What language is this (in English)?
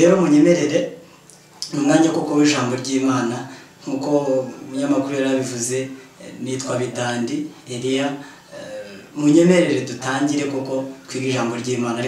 Kinyarwanda